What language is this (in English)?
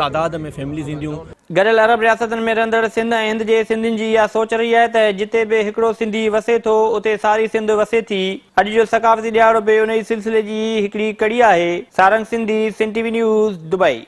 Sindhi